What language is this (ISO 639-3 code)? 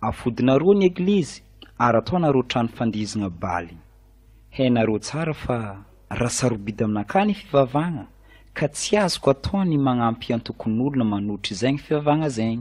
mlg